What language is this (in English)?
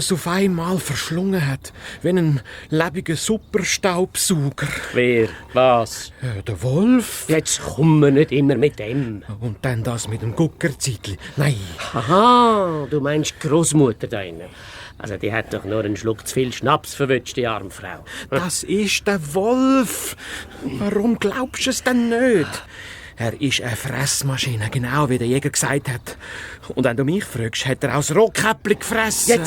Swiss German